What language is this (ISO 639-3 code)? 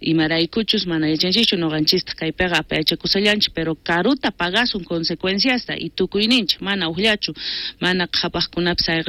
quh